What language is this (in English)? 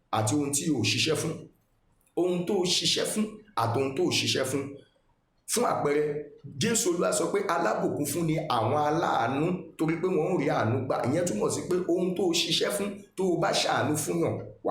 Yoruba